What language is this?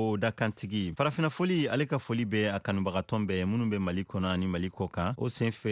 Bambara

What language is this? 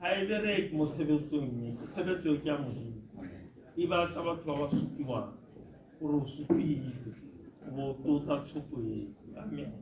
Tswana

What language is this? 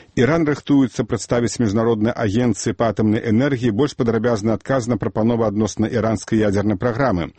Belarusian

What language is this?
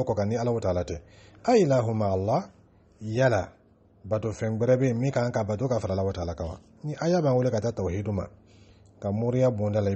Dyula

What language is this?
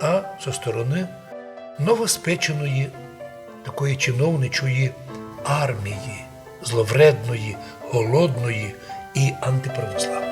Rusyn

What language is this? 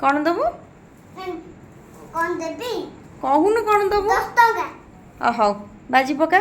Odia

